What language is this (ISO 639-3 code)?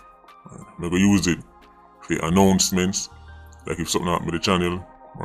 jam